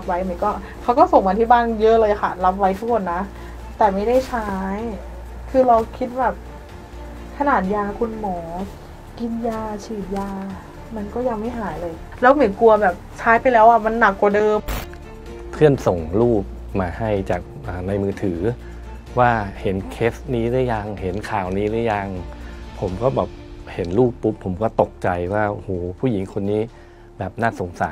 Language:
Thai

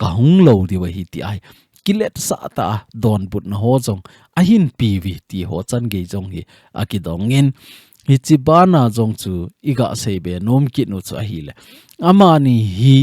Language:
Thado Chin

